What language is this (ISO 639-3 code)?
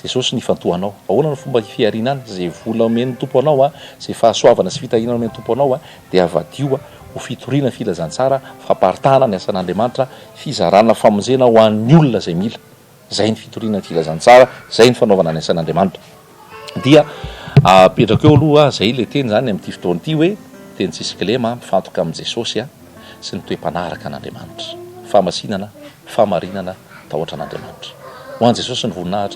mlg